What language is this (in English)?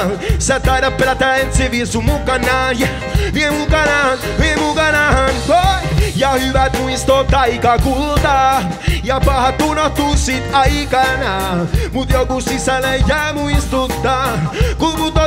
Finnish